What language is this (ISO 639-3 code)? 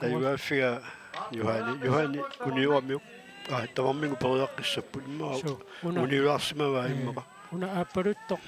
kal